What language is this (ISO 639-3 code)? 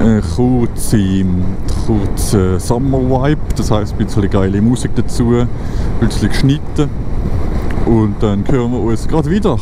gsw